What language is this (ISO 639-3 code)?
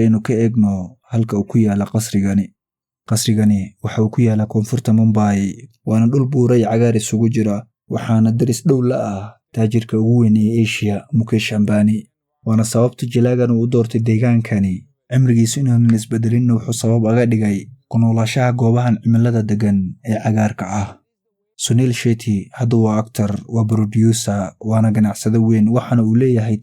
som